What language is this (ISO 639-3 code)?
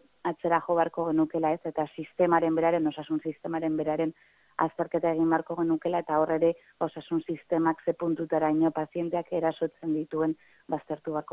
eus